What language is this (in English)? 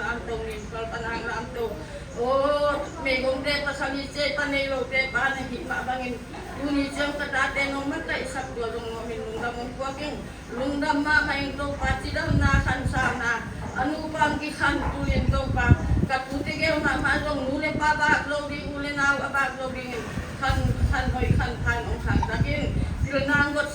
Tedim Chin